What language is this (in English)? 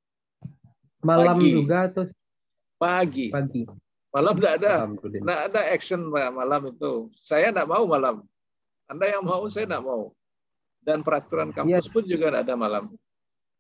Indonesian